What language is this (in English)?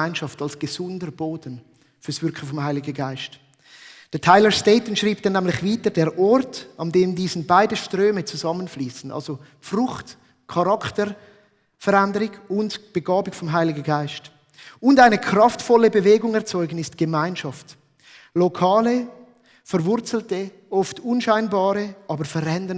Swiss German